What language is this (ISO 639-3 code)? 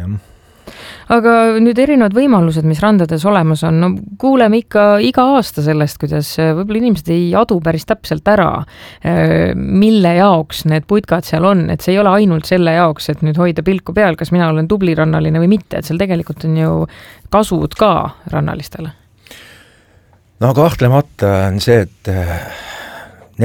est